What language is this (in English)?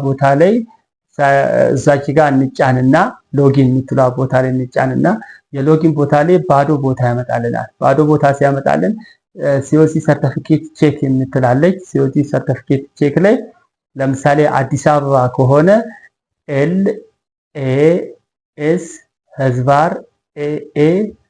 Amharic